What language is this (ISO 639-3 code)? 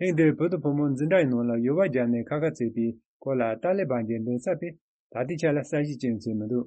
bod